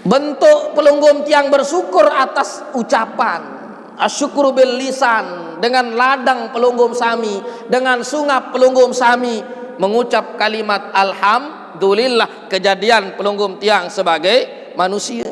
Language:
Sasak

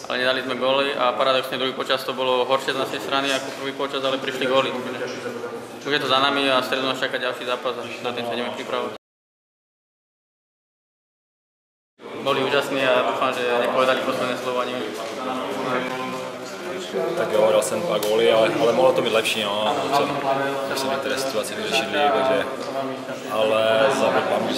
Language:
Slovak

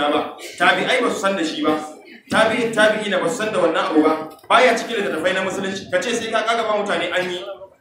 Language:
Hausa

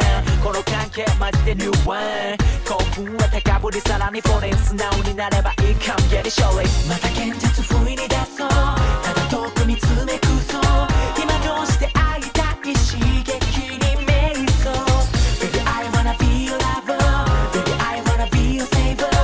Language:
Japanese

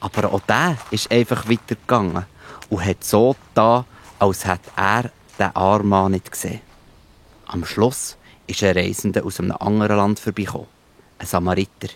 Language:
Swiss German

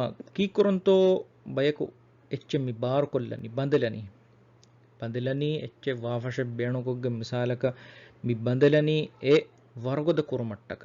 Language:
Divehi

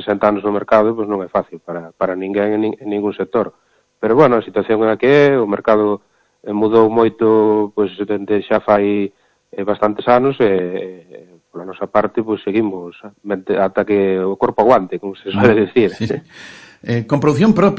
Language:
Galician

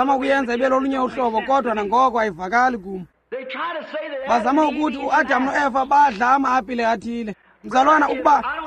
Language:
Xhosa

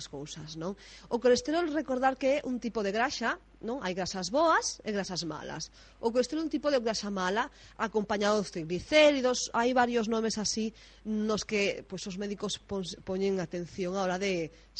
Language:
Galician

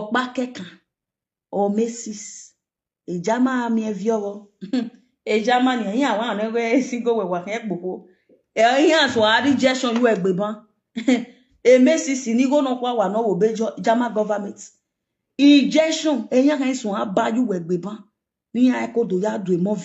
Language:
Nigerian Pidgin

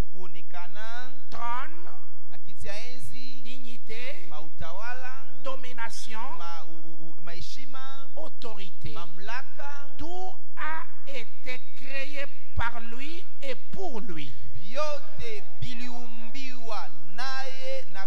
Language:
Swahili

